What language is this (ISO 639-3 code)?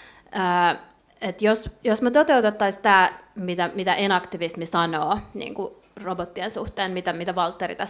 fin